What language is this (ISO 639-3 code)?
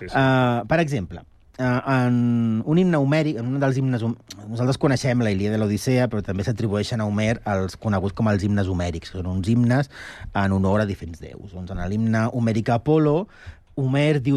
cat